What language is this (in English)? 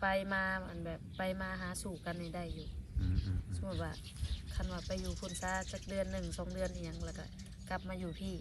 Lao